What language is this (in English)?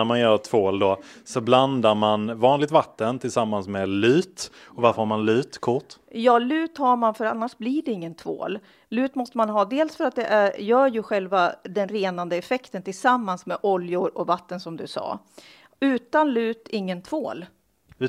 Swedish